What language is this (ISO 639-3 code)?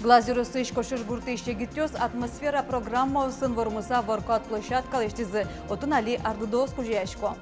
udm